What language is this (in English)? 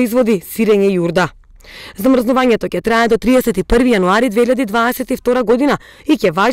Macedonian